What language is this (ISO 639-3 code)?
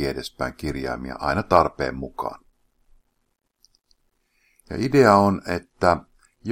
fin